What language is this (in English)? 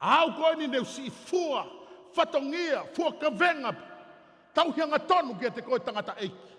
Tongan